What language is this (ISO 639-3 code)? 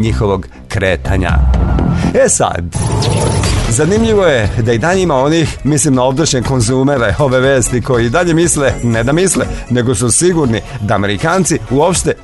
srp